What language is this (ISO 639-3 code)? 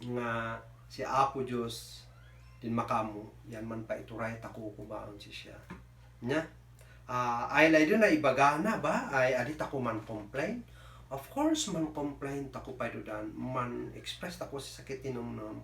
kne